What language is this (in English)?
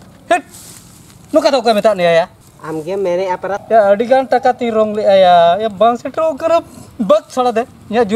Santali